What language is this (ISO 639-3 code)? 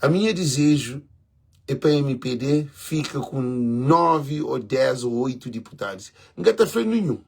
kea